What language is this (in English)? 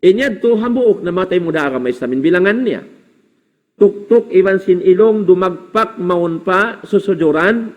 Tausug